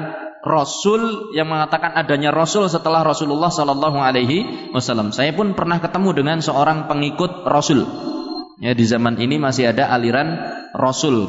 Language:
Indonesian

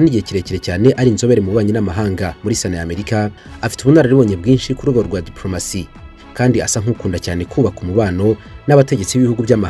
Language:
Kinyarwanda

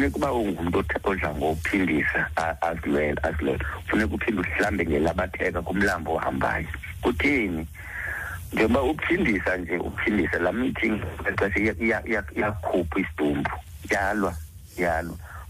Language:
Xhosa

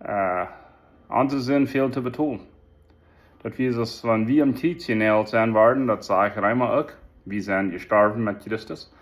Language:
Plautdietsch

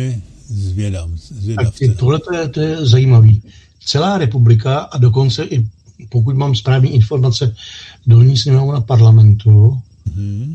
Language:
Czech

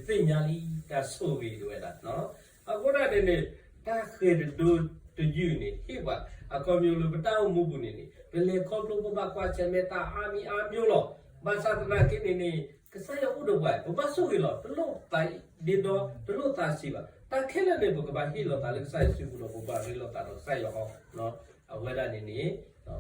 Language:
S'gaw Karen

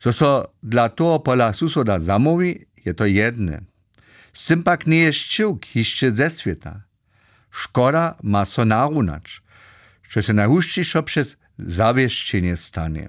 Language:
Upper Sorbian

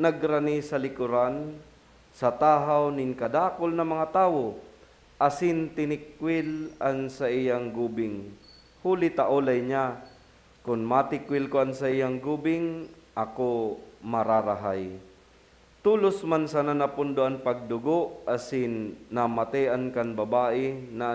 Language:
Bikol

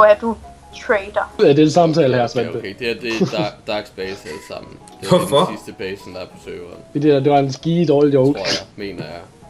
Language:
Danish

